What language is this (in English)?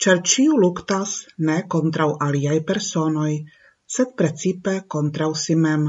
Esperanto